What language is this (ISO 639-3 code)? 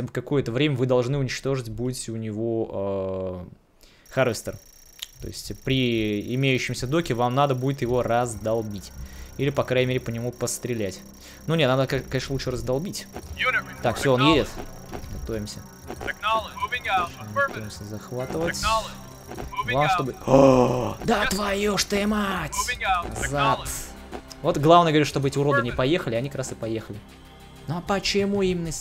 rus